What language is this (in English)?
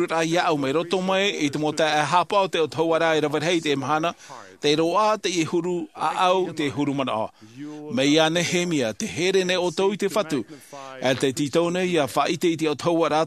Tahitian